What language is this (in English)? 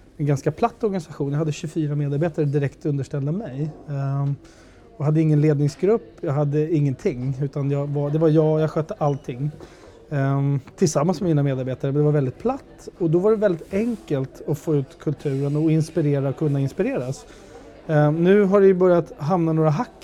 Swedish